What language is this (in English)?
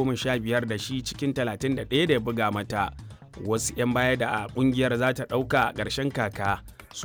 Hausa